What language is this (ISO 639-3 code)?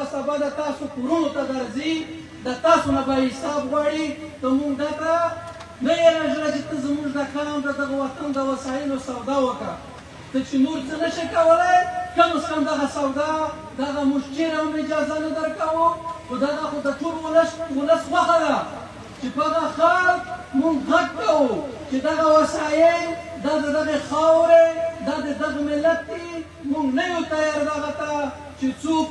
pus